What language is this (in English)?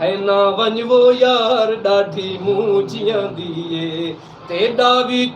Saraiki